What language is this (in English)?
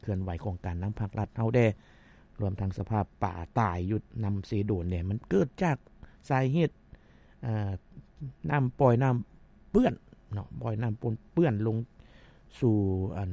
Lao